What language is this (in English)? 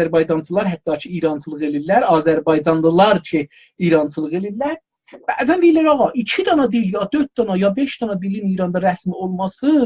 South Azerbaijani